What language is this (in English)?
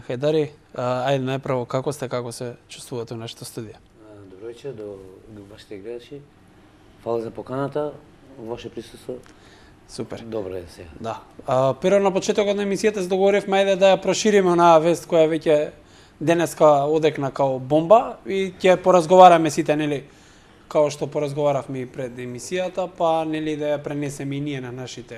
Macedonian